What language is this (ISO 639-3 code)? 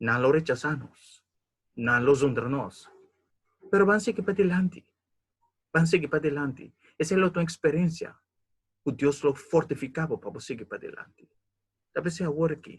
pap